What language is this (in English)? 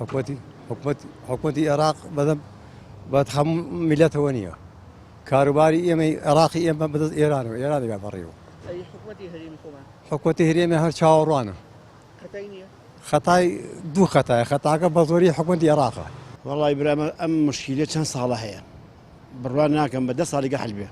Central Kurdish